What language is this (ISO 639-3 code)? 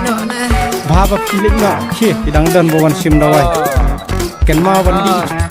kha